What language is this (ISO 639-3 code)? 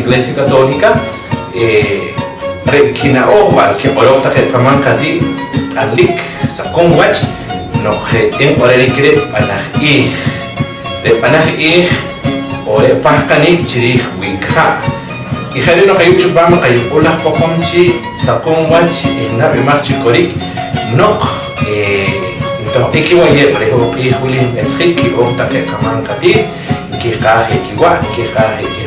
poh